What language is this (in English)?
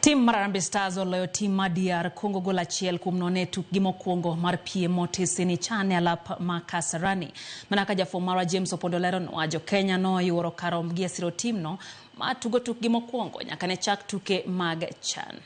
Luo (Kenya and Tanzania)